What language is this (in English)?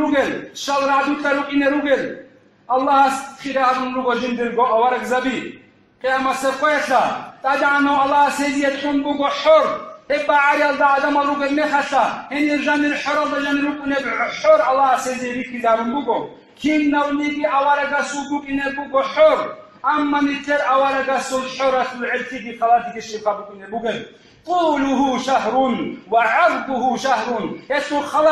Avaric